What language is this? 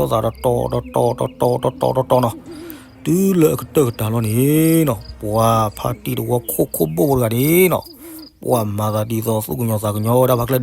S'gaw Karen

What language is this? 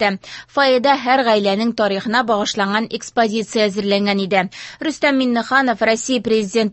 Tatar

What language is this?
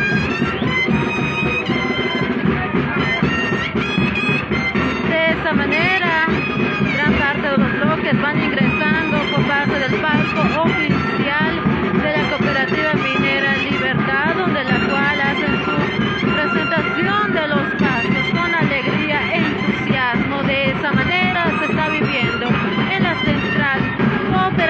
Spanish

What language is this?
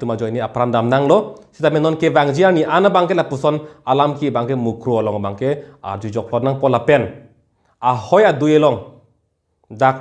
Karbi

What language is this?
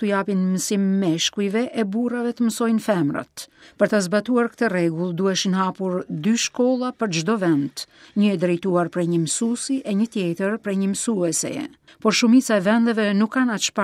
Albanian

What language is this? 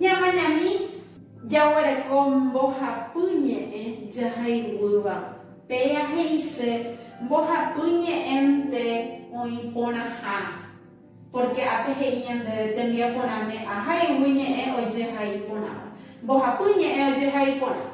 Guarani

